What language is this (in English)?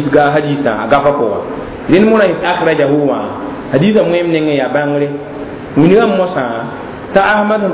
Mossi